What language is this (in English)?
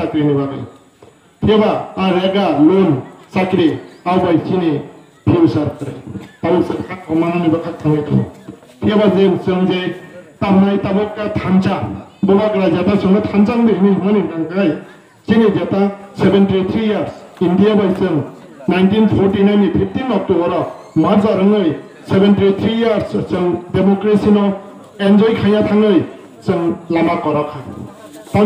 Kok Borok